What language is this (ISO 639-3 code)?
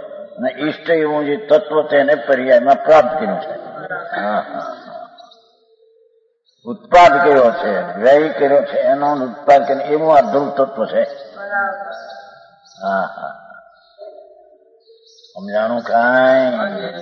guj